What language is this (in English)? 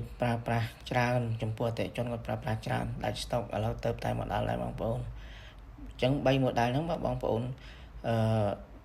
Khmer